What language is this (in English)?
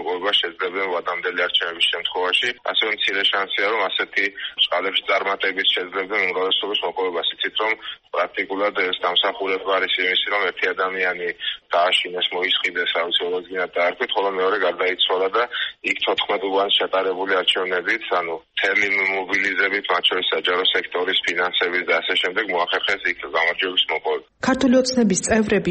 Georgian